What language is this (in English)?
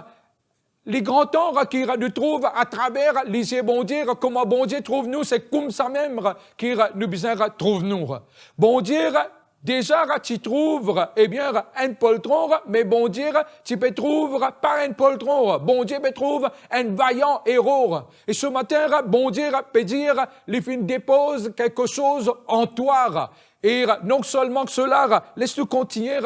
Morisyen